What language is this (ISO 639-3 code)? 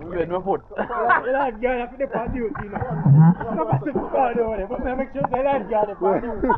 jam